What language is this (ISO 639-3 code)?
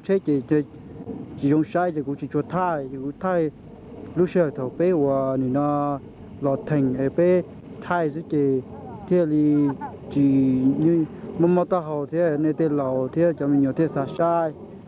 hmn